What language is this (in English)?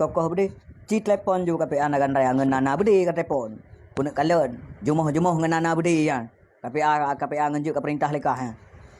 Achinese